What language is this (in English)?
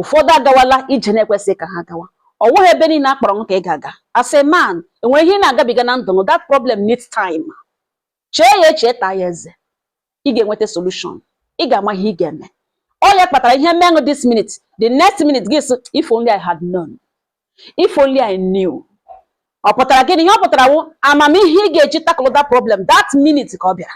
Igbo